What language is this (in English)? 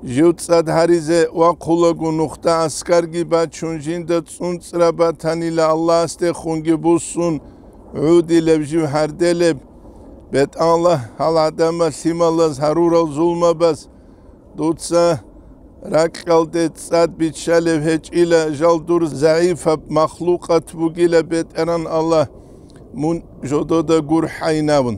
Avaric